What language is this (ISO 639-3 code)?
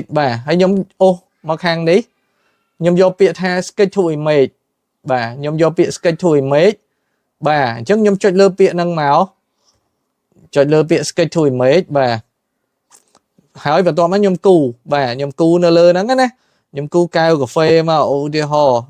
khm